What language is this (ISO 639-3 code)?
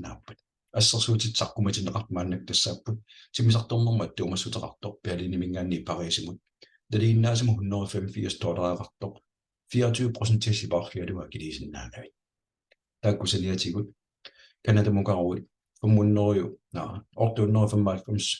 kal